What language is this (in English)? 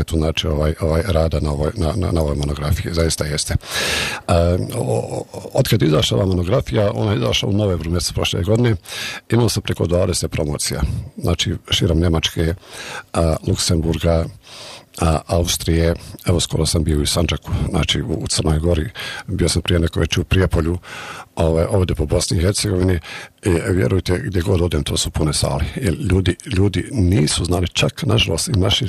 Bosnian